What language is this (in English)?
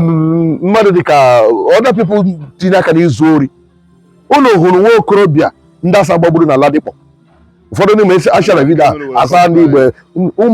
Igbo